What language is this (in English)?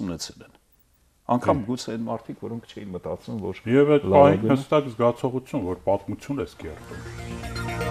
Armenian